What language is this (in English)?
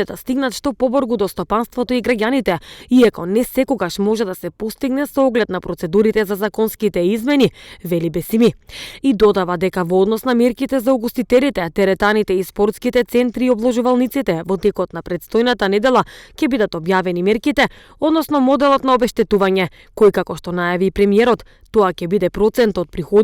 Macedonian